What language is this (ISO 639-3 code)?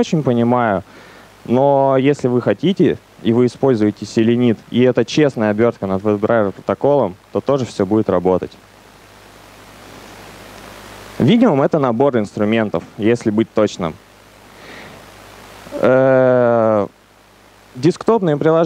rus